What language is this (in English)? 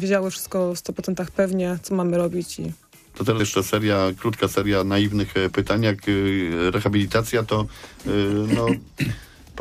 Polish